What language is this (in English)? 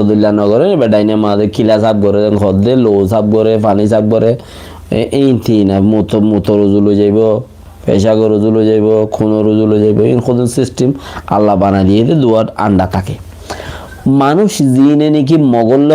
Rohingya